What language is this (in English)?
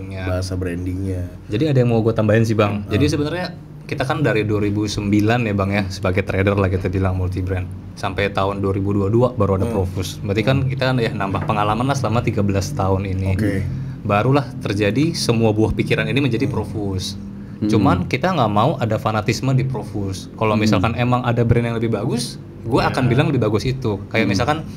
Indonesian